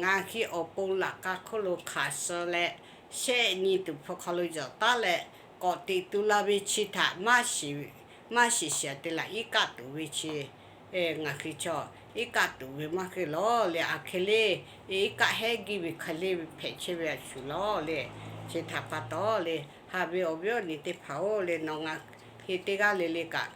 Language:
Lahu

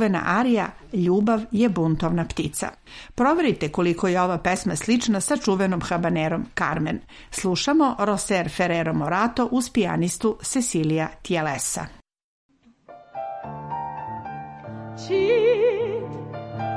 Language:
Serbian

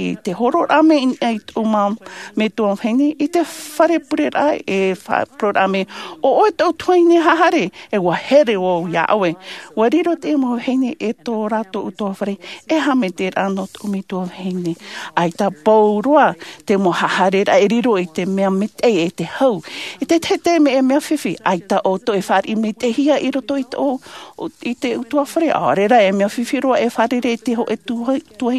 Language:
Tahitian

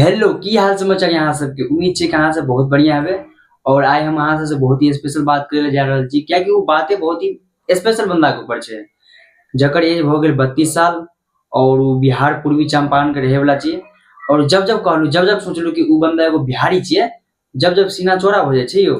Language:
Maithili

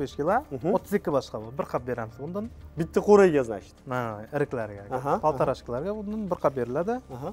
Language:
Uzbek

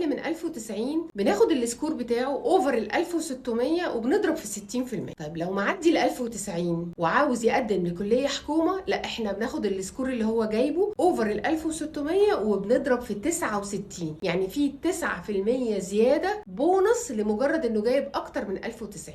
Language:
Egyptian Arabic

